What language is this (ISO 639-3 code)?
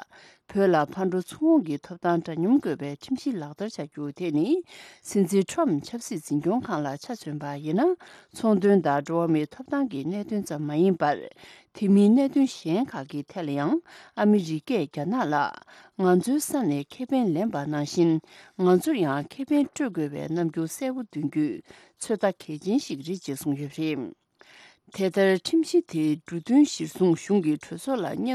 bod